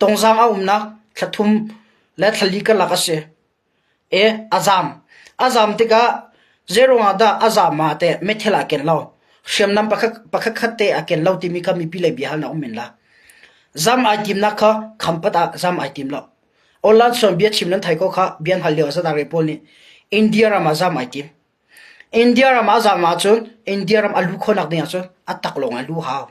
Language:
Hakha Chin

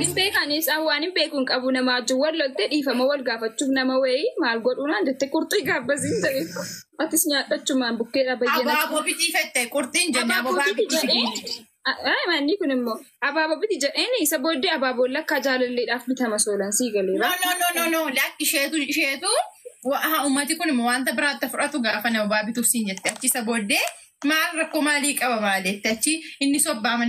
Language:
Oromo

